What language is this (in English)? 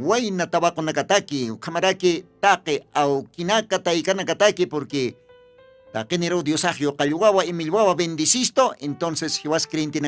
Aymara